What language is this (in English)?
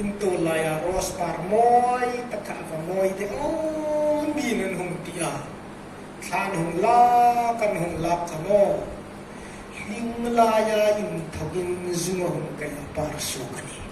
Hmar